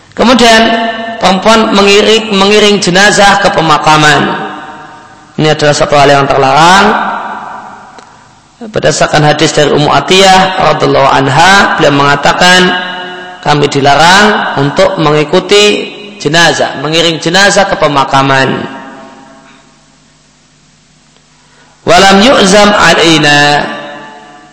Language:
Indonesian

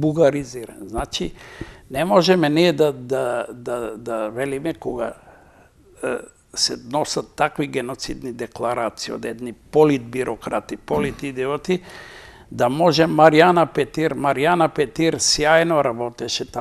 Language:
Macedonian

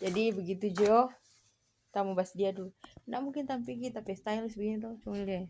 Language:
Manado Malay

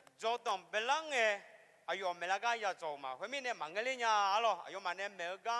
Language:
Akha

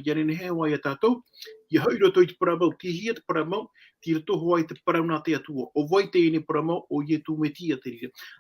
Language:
Tahitian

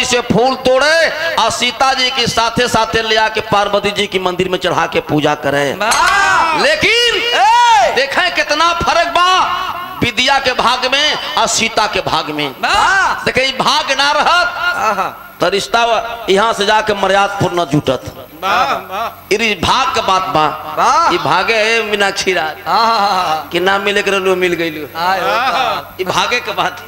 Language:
Bhojpuri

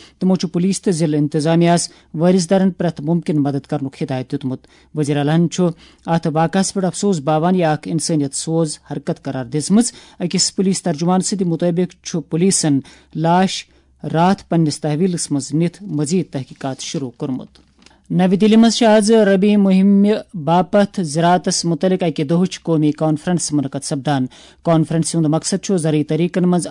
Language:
Kashmiri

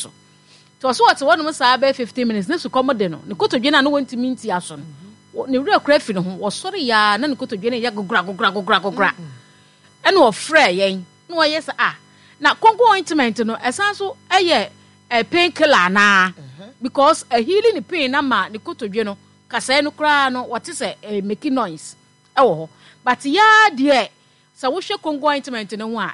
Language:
Akan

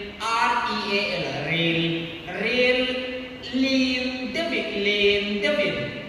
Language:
Hmar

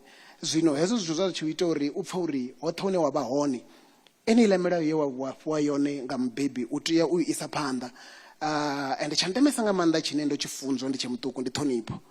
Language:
Venda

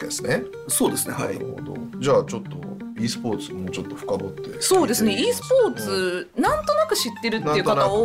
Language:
Japanese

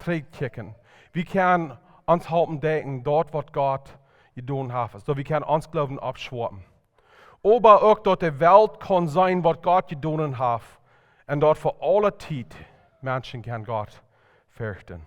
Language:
Plautdietsch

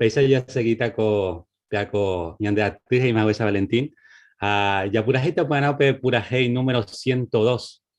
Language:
Guarani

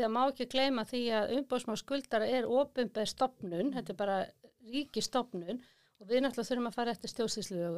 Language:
Icelandic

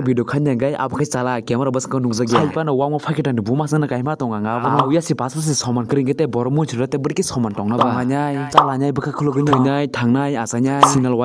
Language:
Kok Borok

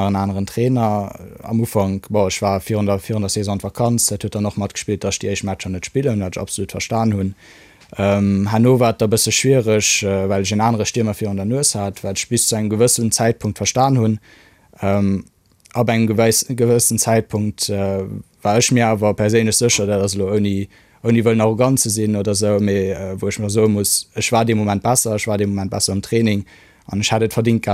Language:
Luxembourgish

